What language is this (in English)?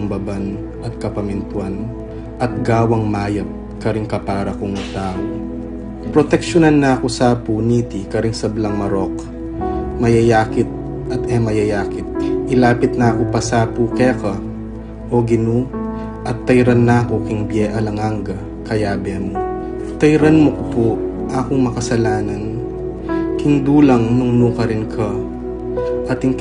Pampanga